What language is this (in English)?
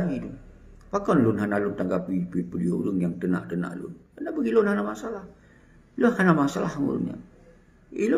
Achinese